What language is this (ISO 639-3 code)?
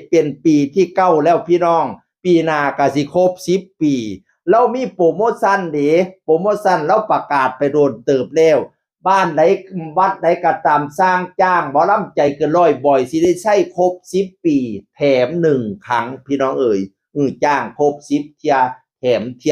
tts